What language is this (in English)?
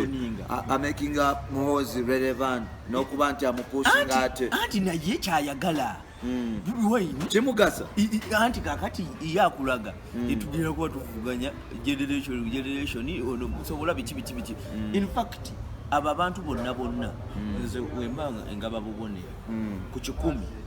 Ganda